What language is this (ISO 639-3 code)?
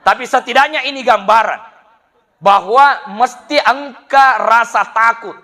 bug